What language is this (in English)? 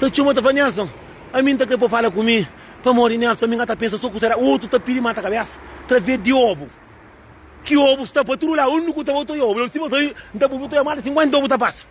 Kabuverdianu